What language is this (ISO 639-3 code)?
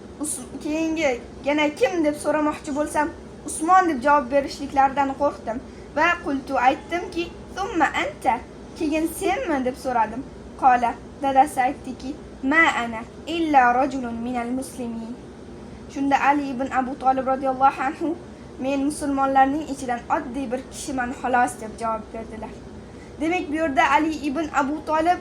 uzb